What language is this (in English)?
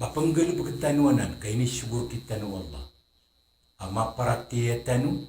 Maranao